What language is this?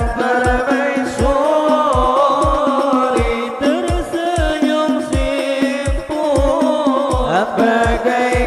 Banjar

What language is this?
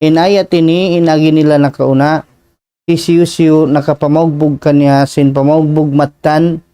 Tausug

